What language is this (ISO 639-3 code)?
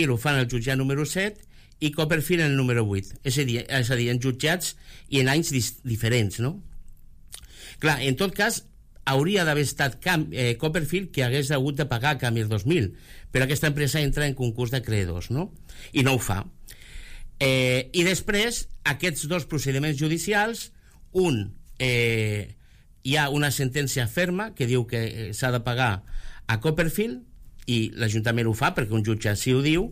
cat